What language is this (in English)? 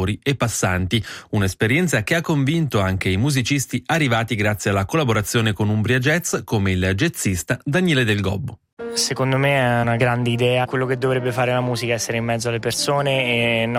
Italian